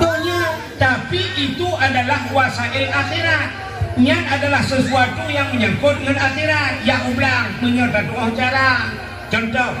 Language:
Achinese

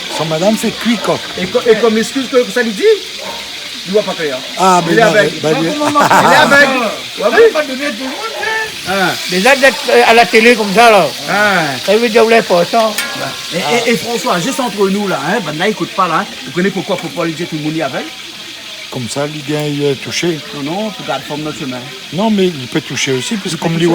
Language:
Réunion Creole French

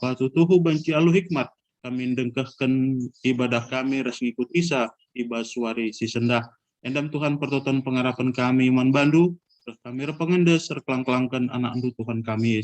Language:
Batak Karo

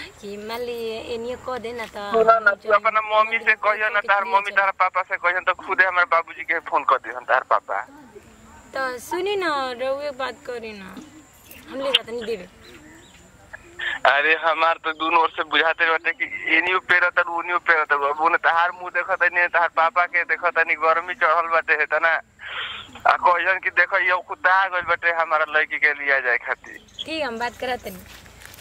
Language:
Bhojpuri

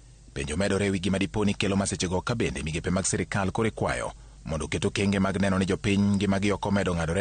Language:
Luo (Kenya and Tanzania)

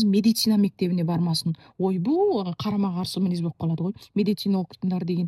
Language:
Kazakh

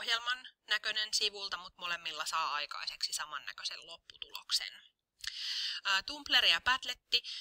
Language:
Finnish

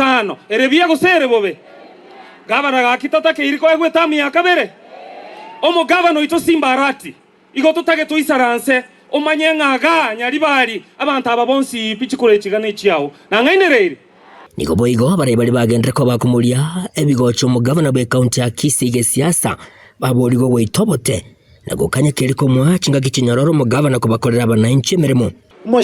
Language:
Gusii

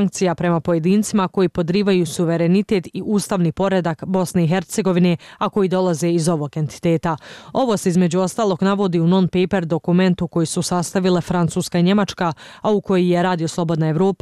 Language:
Bosnian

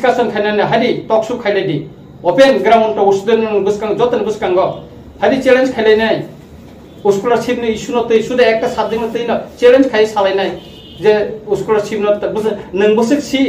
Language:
Kok Borok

